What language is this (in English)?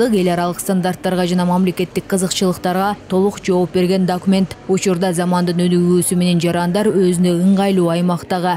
Kyrgyz